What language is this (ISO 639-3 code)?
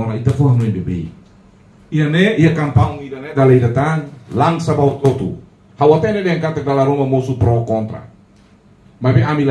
tet